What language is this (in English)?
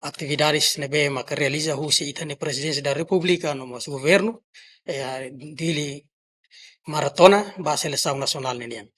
Tetum